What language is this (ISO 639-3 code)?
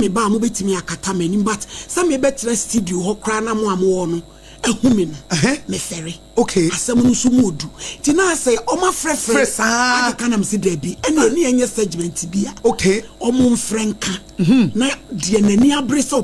aka